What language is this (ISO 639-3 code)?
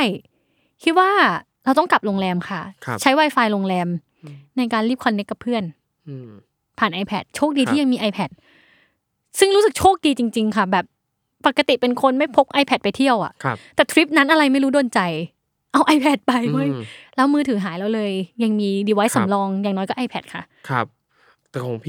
tha